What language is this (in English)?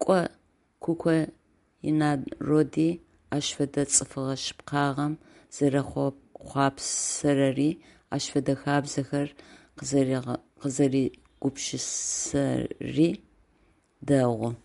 Adyghe